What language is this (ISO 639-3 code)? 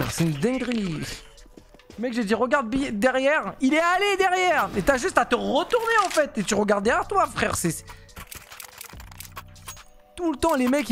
fra